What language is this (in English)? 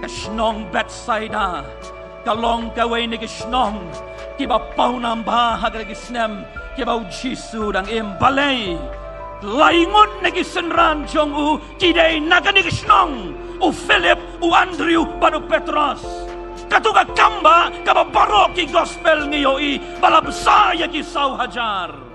Khasi